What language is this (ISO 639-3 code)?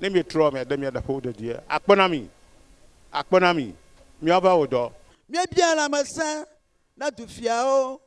ewe